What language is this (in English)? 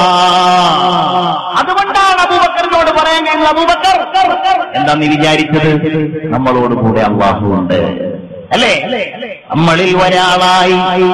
Malayalam